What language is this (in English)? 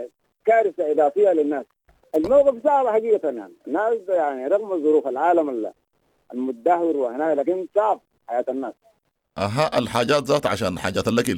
Sudanese Arabic